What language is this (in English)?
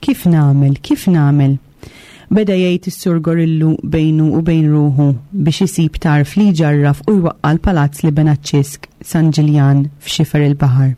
Maltese